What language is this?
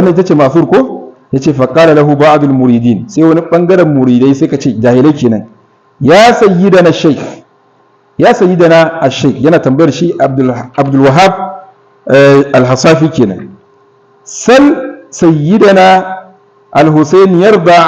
Hausa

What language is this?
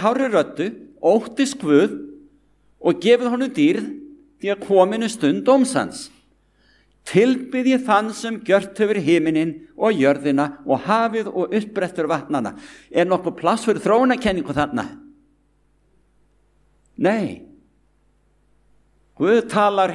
Icelandic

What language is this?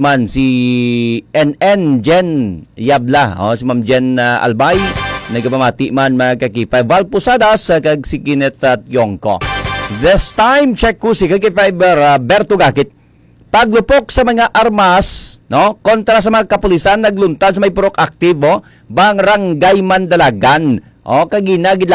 Hiligaynon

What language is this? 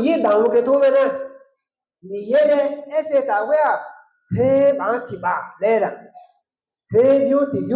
Akha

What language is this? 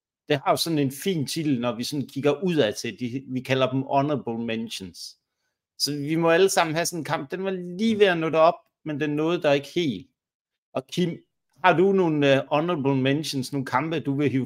Danish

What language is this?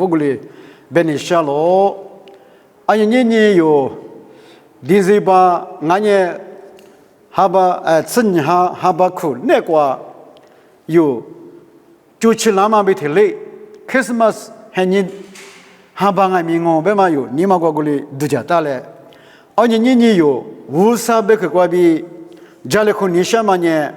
Lisu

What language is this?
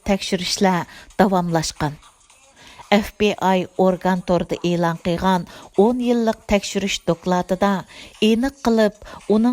Uyghur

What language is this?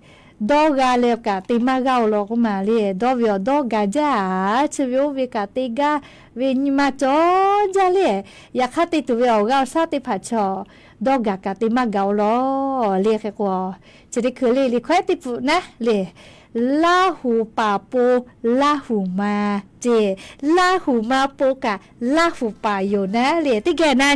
Lahu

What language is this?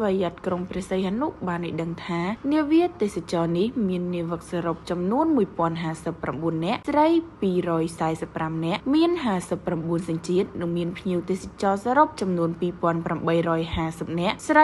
Khmer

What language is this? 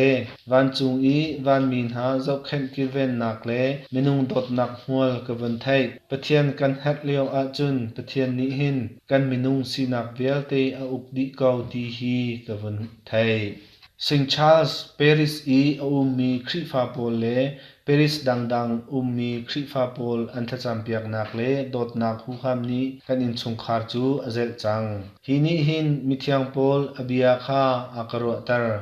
Hakha Chin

